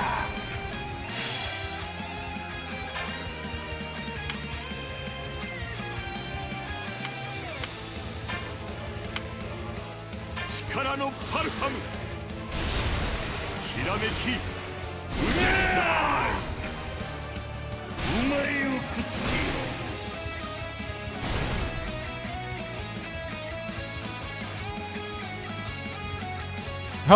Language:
Japanese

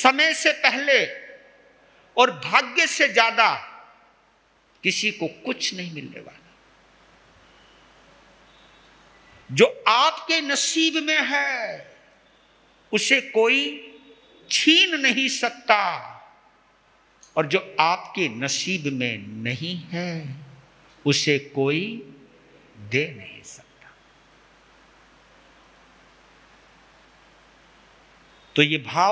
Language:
Hindi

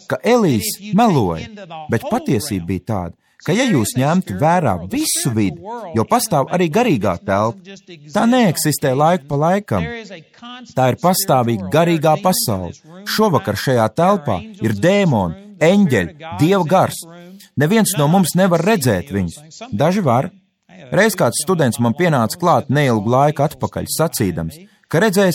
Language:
Latvian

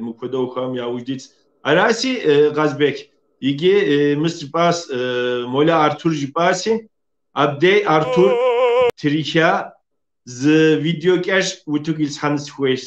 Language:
Kabardian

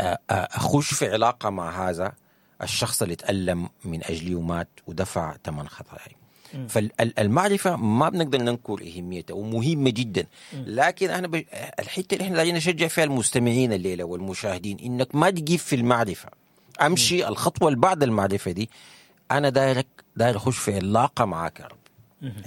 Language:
Sudanese Arabic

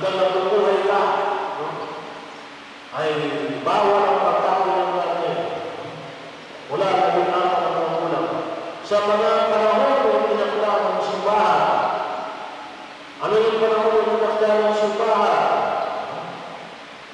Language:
Filipino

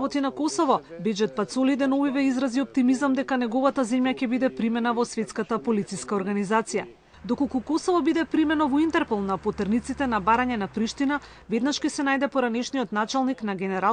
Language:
Macedonian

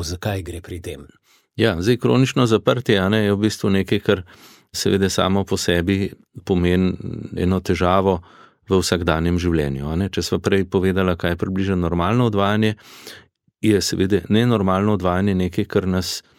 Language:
Slovenian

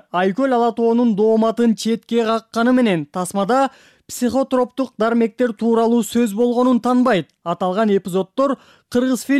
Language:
Kyrgyz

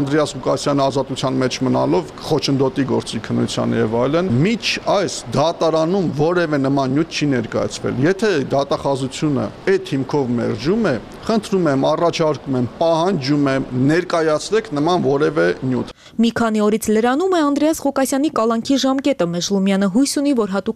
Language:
Armenian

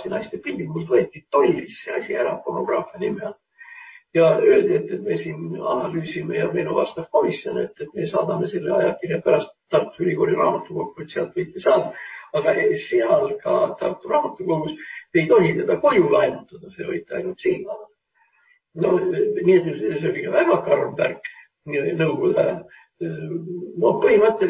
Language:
Estonian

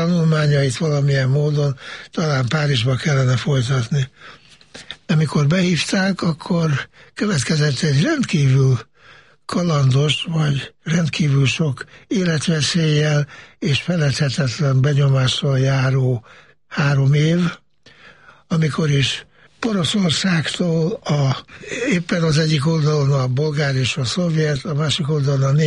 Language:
Hungarian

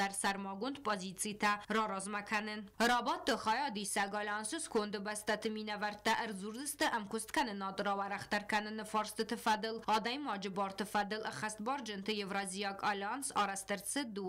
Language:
Ossetic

